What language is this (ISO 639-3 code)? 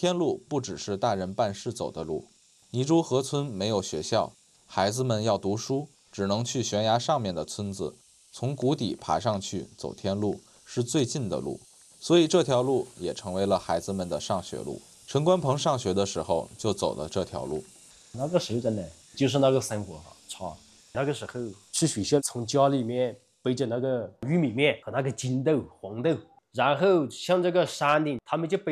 zho